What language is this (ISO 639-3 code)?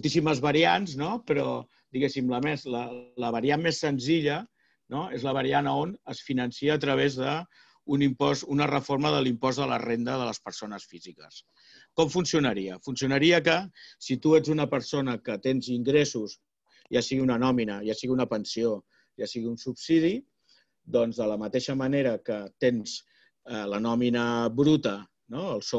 cat